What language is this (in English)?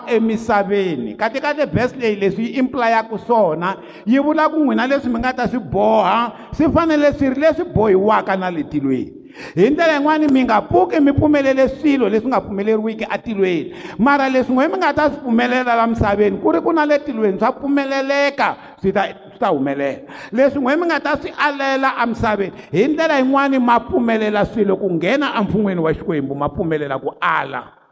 Tsonga